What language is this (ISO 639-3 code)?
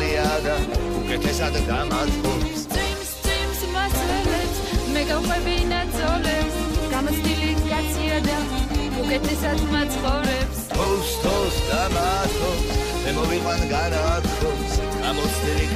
kat